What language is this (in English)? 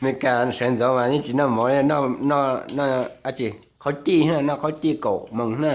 Hmong